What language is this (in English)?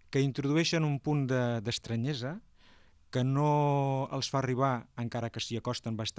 Catalan